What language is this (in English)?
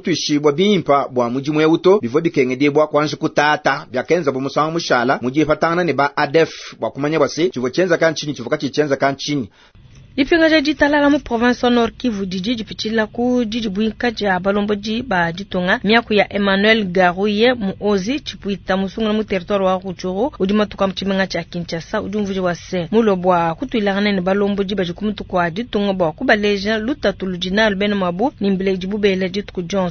Luba-Lulua